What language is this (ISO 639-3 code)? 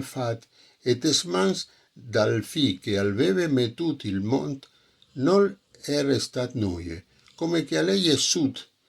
fur